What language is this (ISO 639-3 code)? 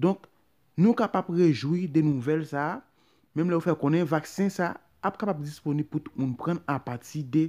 hat